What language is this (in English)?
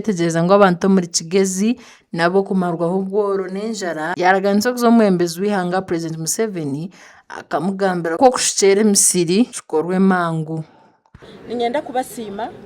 Nyankole